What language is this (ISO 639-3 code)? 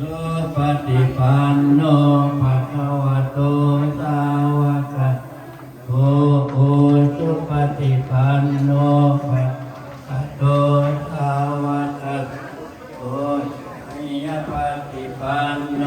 lao